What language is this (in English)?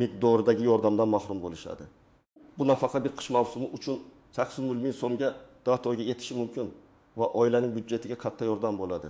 Uzbek